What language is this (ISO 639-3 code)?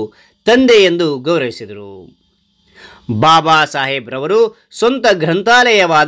kan